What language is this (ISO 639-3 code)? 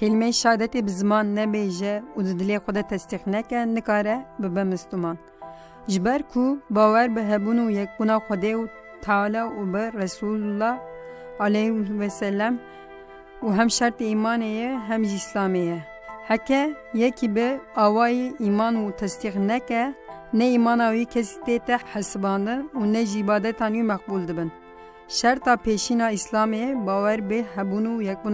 kur